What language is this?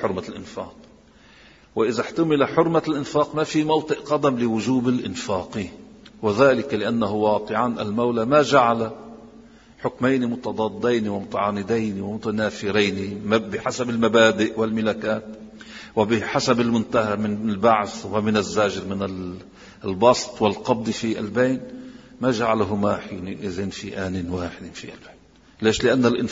Arabic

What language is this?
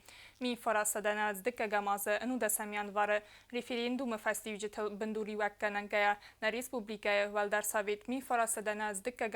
Ossetic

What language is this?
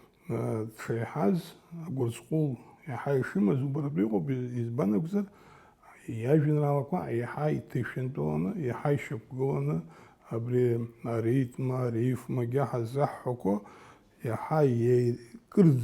Abkhazian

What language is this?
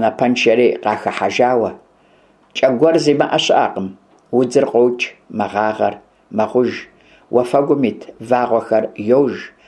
Kabardian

